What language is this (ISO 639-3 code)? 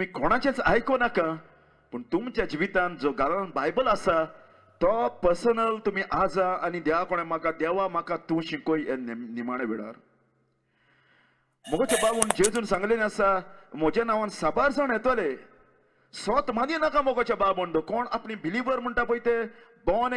kok